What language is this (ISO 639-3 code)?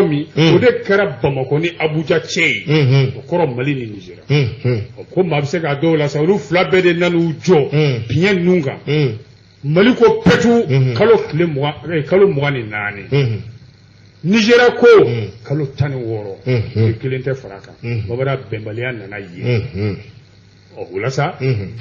bam